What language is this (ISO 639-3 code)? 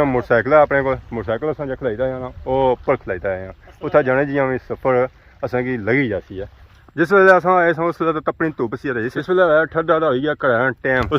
phr